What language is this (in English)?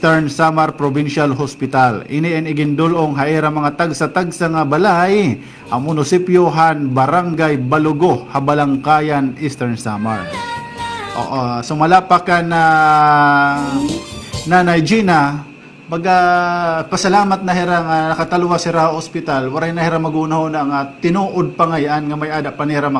Waray